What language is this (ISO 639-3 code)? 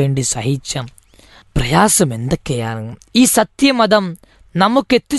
mal